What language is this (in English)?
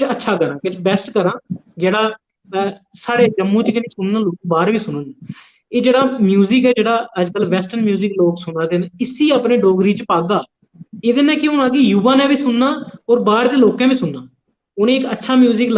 Dogri